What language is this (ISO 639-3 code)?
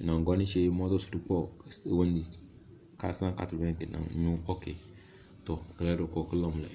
kdh